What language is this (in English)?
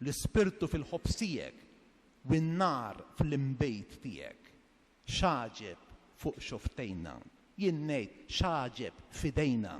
Maltese